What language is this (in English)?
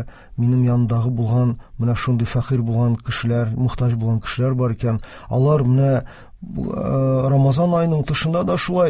Tatar